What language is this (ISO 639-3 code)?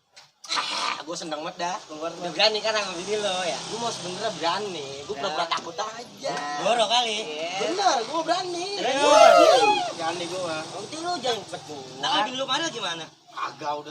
bew